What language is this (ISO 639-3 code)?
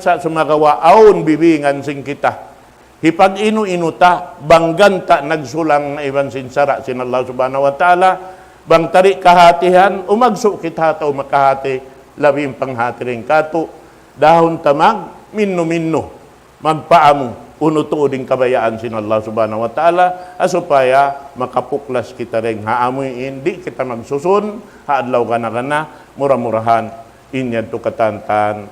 tsg